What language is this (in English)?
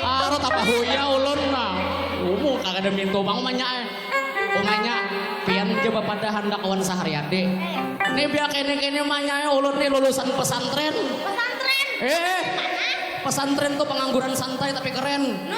Banjar